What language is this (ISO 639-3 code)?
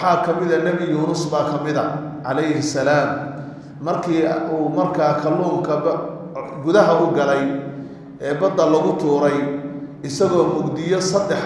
som